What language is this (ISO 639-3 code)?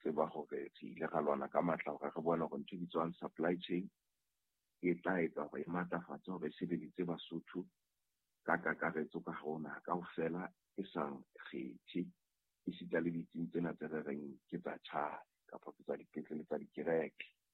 sot